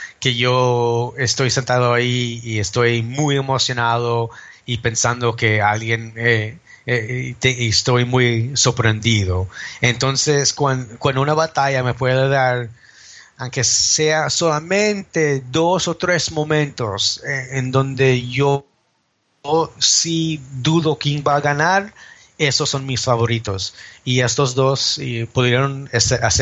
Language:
Spanish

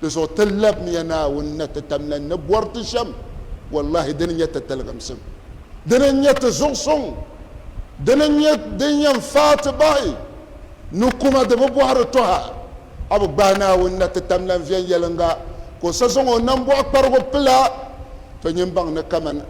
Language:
Dagbani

